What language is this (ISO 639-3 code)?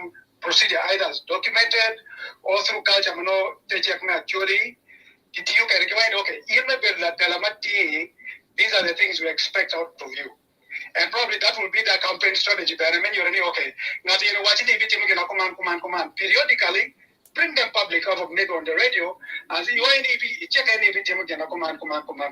ach